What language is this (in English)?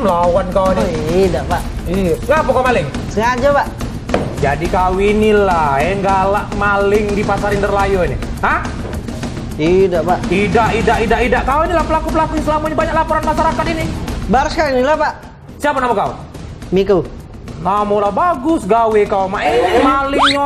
Musi